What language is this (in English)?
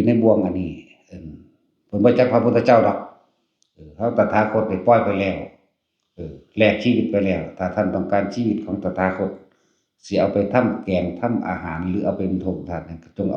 Northeastern Thai